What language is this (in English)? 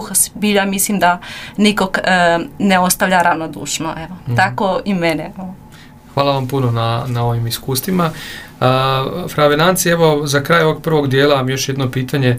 Croatian